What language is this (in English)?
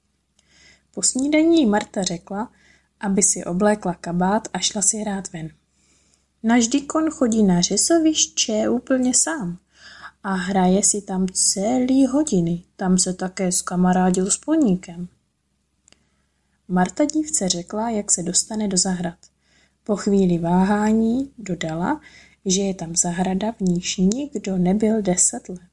Czech